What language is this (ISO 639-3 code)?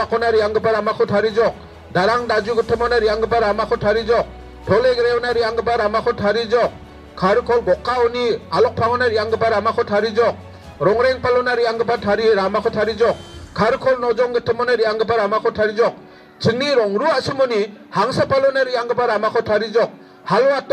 grt